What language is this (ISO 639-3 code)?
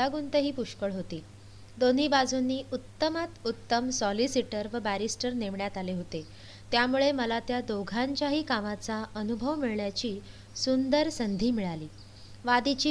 mar